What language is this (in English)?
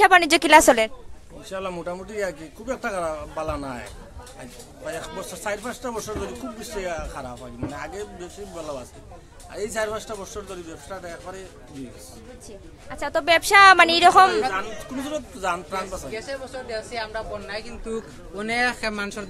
Sylheti